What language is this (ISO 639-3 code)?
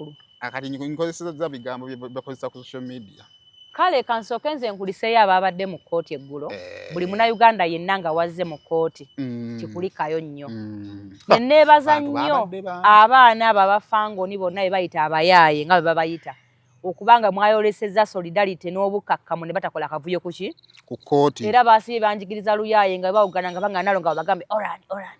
lug